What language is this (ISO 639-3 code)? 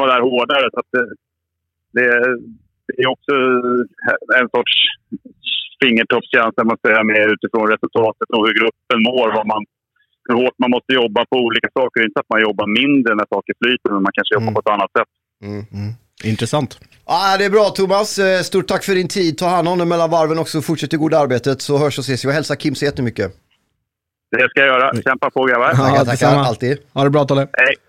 swe